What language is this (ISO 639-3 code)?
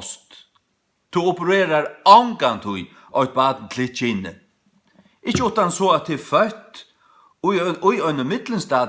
fao